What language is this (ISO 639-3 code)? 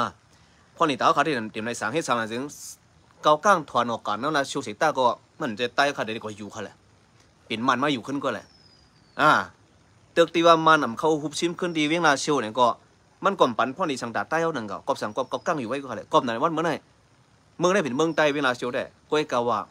shn